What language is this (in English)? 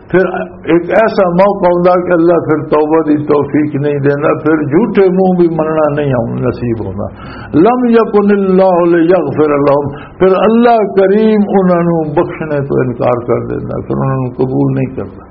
Western Panjabi